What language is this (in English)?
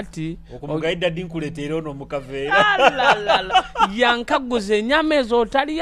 Nyoro